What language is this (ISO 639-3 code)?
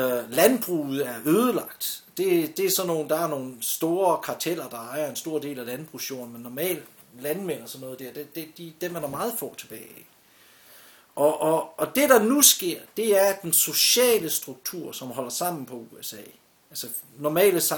dan